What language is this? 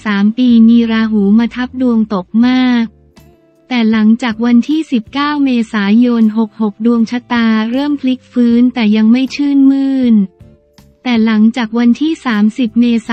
Thai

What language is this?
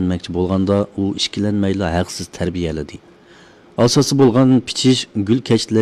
Uyghur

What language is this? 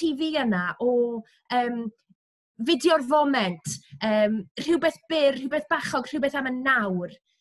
Welsh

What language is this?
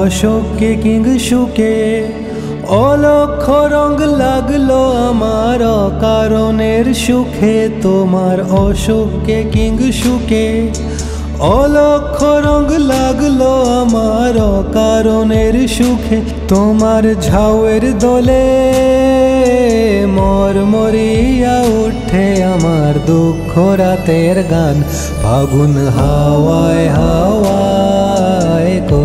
Bangla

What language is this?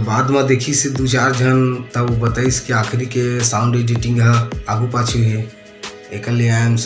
Chhattisgarhi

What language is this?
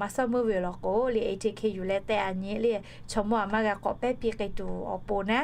Lahu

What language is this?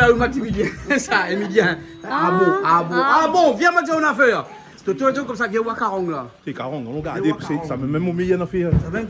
Réunion Creole French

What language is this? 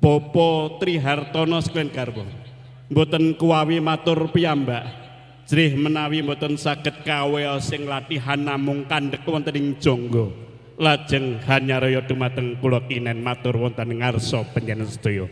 Javanese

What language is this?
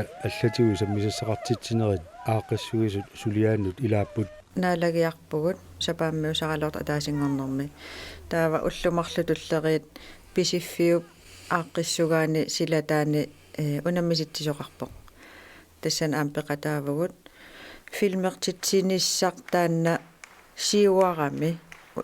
Kalaallisut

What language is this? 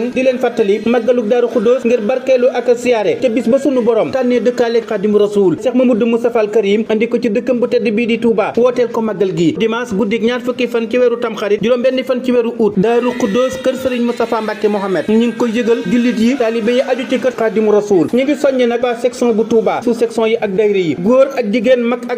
Wolof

